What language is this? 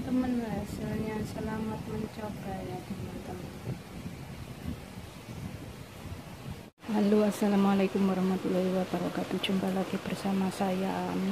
Indonesian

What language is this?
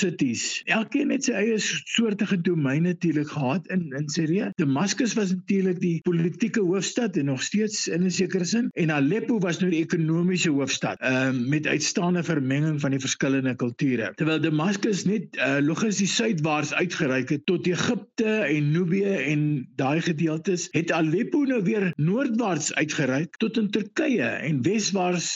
Afrikaans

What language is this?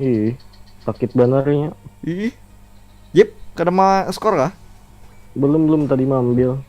Banjar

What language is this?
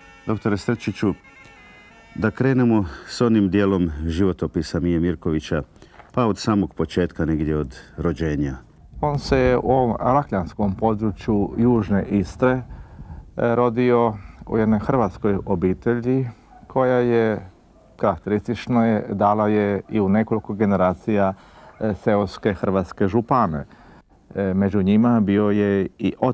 Croatian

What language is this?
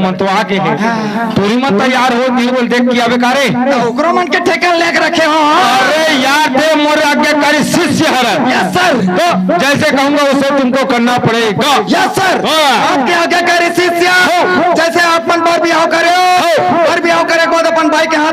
Chhattisgarhi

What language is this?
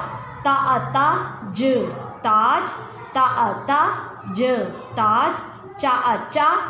Bhojpuri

